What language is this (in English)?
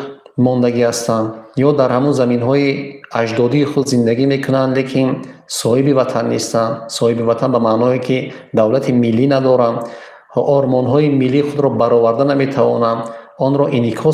Tajik